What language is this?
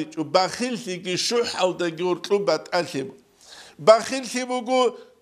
Avaric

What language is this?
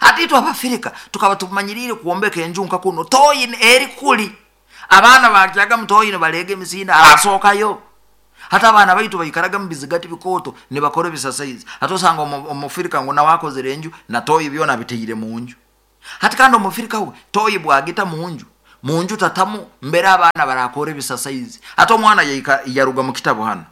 Nyoro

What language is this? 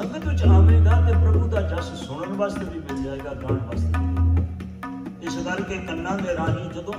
Punjabi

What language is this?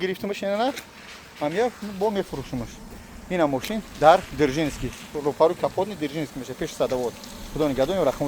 Tajik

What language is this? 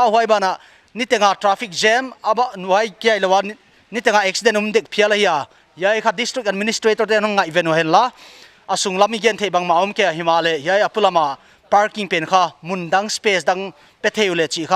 Paite Chin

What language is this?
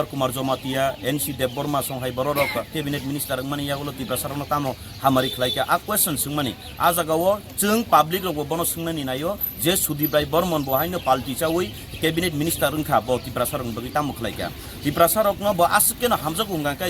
Kok Borok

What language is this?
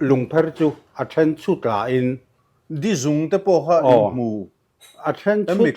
Mizo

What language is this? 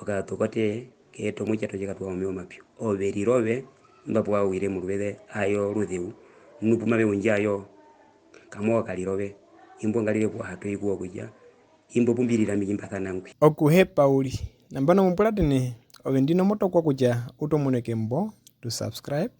Herero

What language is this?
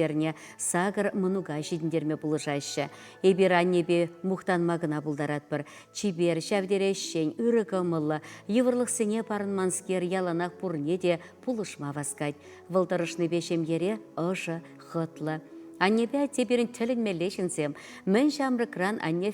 Chuvash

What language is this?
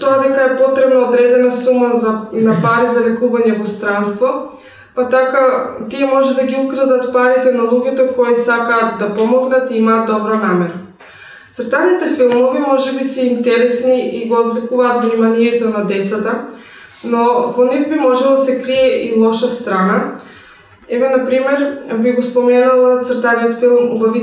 Macedonian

